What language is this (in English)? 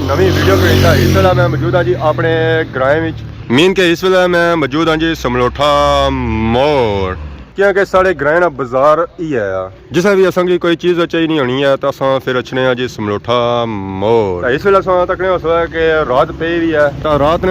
Pahari-Potwari